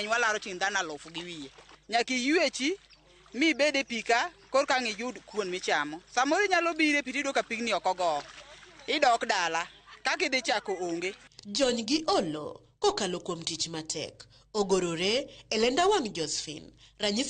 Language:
Luo (Kenya and Tanzania)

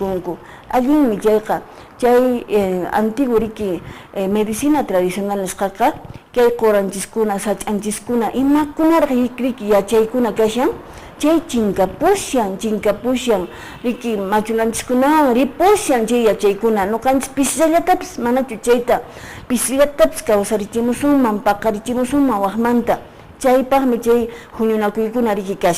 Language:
Quechua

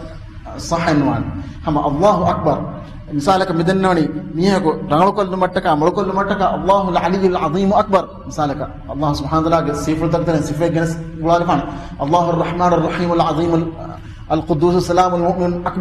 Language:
Divehi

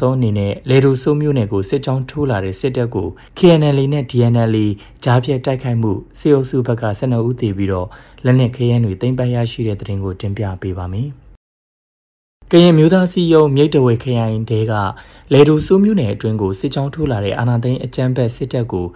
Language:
Burmese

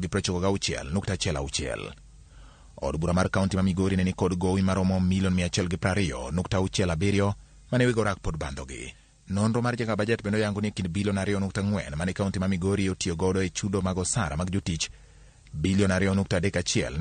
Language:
Luo (Kenya and Tanzania)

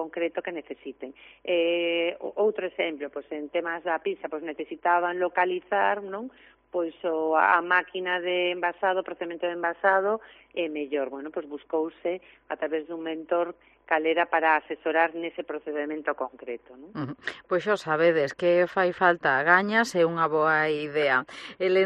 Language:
Galician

